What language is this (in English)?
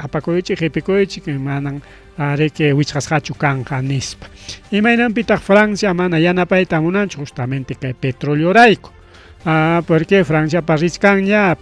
Ayacucho Quechua